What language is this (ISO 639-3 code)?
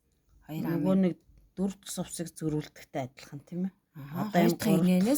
mon